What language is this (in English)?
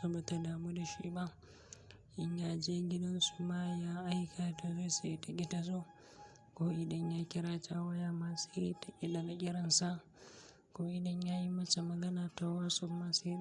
Hausa